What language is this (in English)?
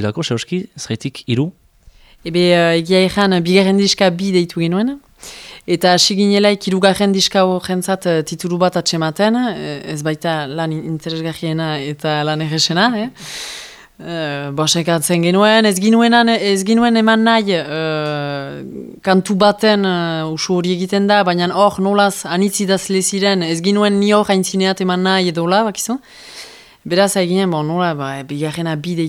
Basque